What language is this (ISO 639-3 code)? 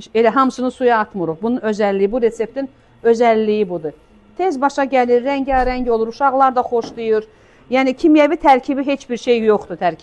aze